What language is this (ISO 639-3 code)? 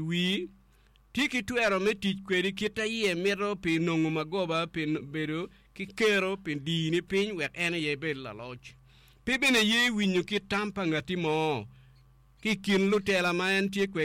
ach